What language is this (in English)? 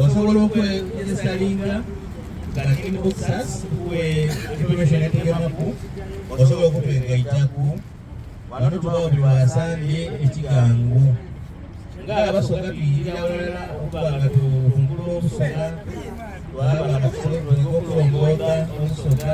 Soga